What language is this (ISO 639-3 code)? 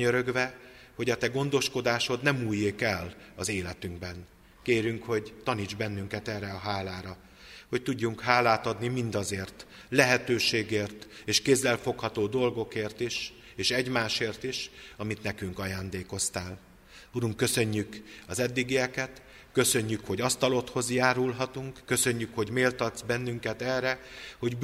hun